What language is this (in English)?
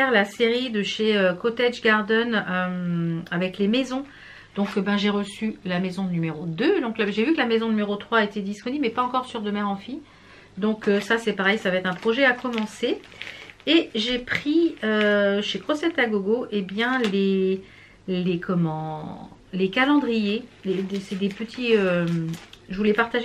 French